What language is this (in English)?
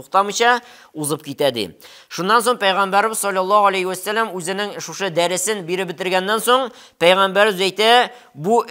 Tatar